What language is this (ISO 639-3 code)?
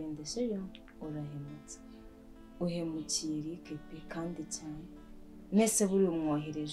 kin